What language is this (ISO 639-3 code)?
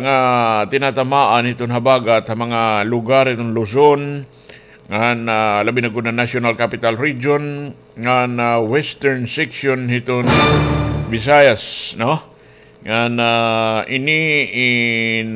war